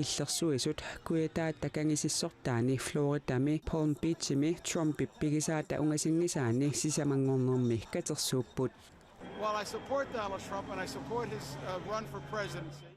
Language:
Kalaallisut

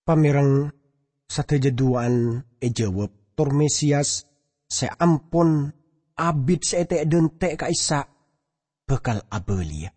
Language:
Madurese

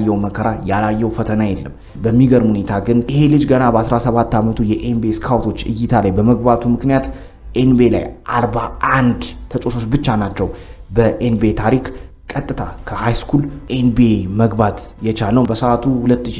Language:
Amharic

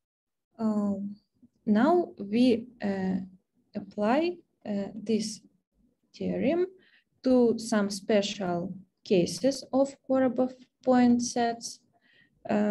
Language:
English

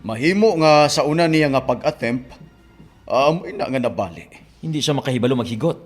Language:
Hiligaynon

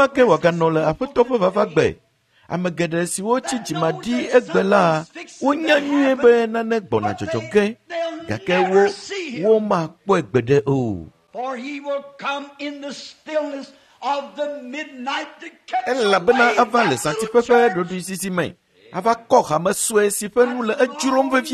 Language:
Ewe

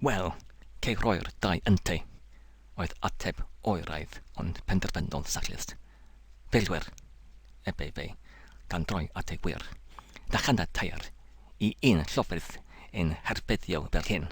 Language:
Welsh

